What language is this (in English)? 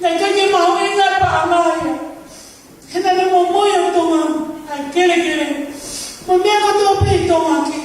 Tongan